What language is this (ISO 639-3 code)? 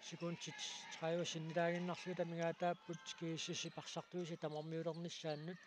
kal